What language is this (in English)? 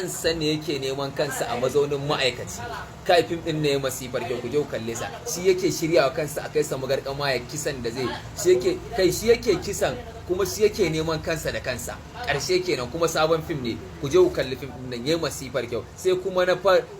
Hausa